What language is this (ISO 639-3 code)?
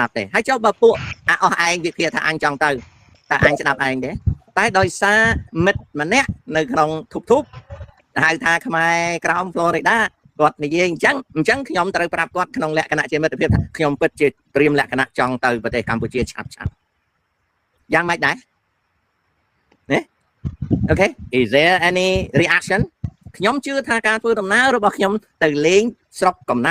khm